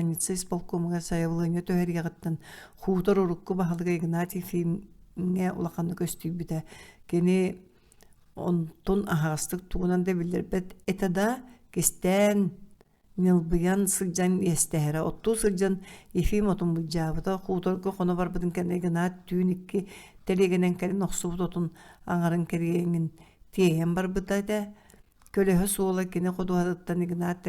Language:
Yakut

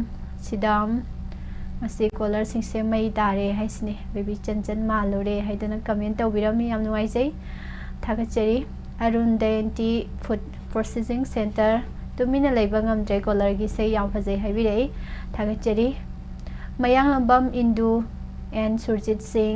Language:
Manipuri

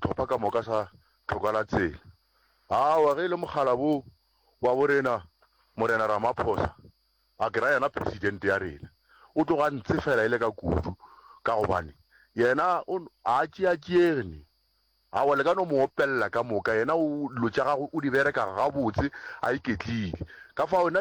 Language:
Northern Sotho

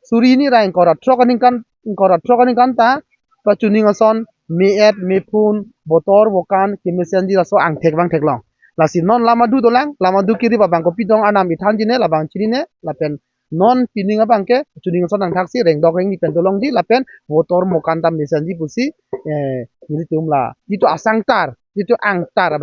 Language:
Karbi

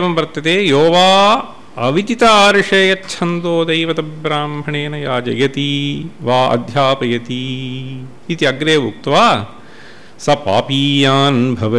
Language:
Sanskrit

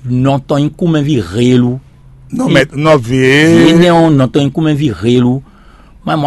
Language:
Fon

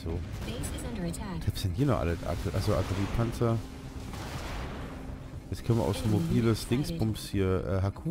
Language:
German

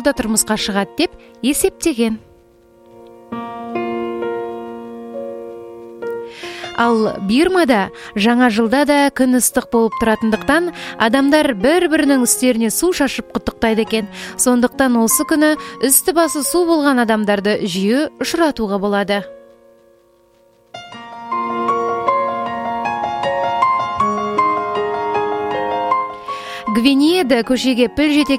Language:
Kazakh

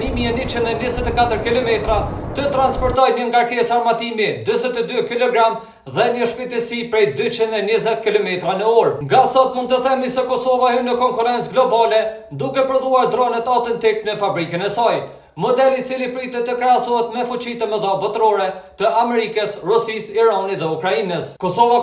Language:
Albanian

